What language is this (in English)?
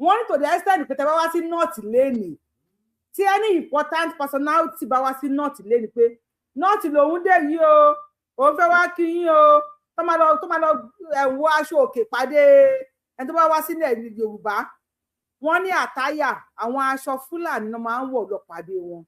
Yoruba